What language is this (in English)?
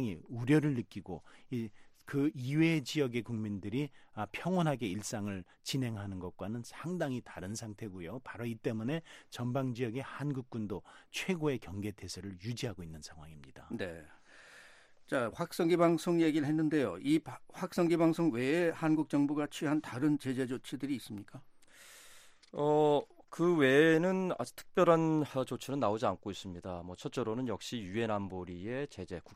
Korean